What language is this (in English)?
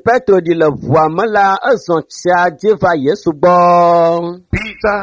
Ewe